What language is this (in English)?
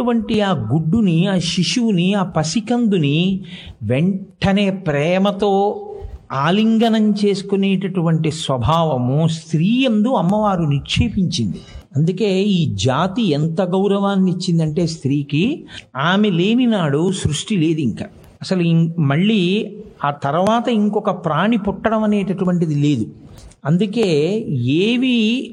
Telugu